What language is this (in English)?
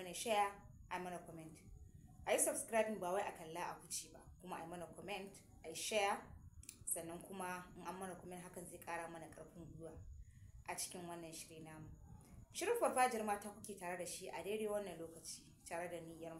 Hausa